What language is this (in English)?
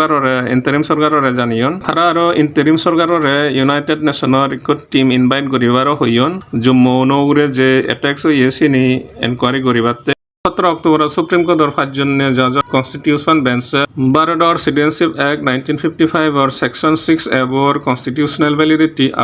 Chakma